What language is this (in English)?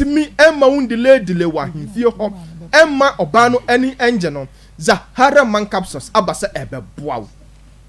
Akan